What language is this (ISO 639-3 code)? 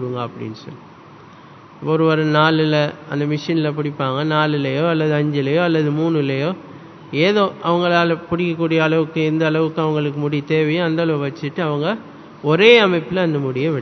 tam